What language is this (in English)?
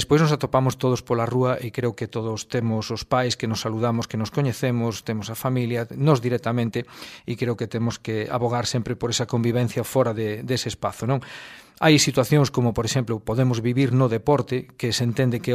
Galician